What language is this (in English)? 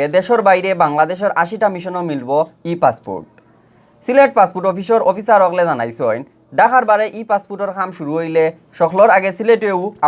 Sylheti